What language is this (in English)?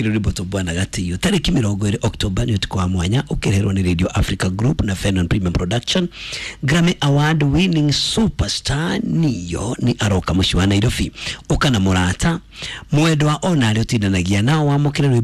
Kikuyu